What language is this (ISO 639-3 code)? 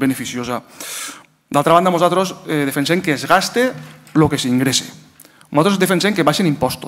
cat